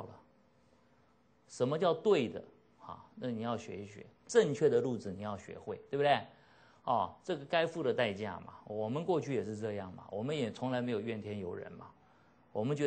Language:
Chinese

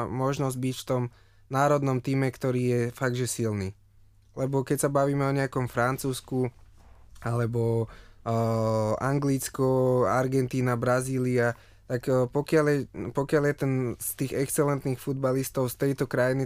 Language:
Slovak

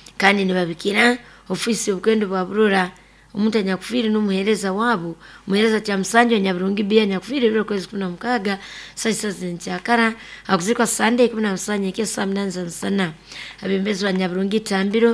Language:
Nyoro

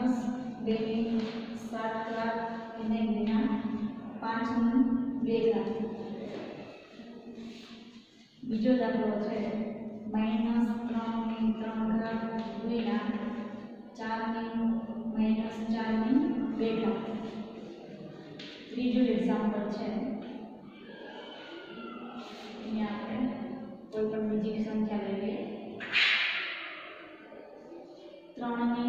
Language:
Gujarati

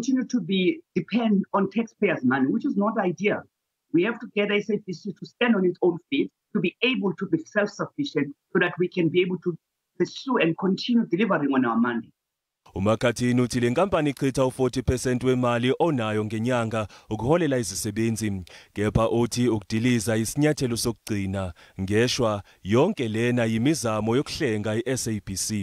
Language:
Zulu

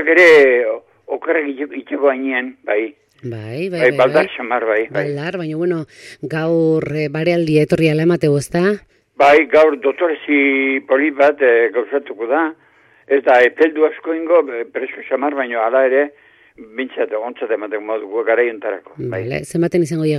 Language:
Basque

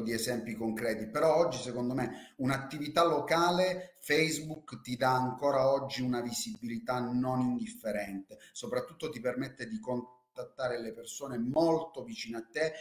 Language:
Italian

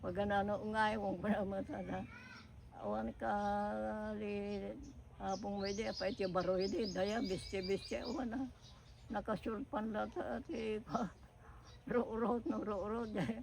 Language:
Iloko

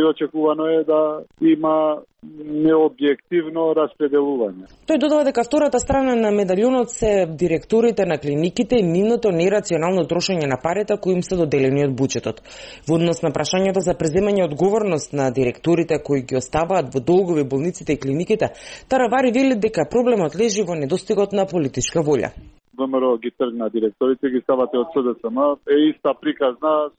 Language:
Macedonian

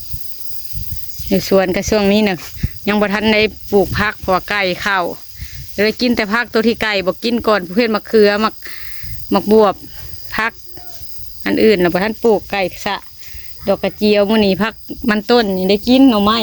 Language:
Lao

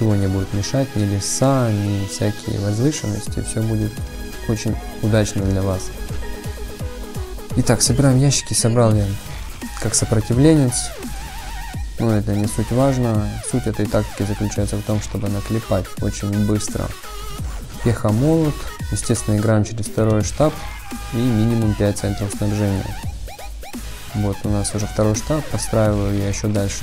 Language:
Russian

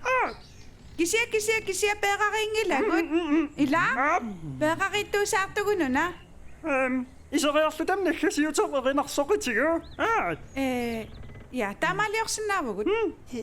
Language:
Kalaallisut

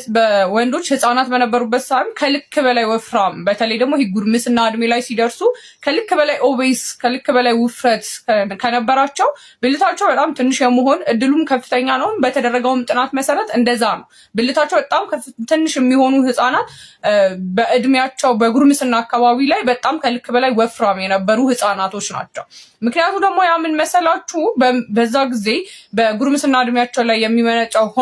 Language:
Amharic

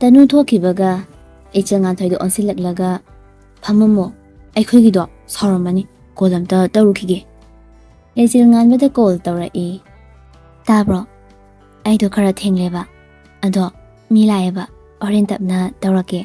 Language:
Manipuri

